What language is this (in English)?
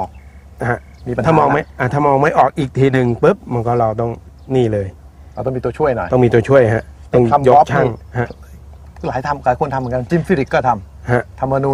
Thai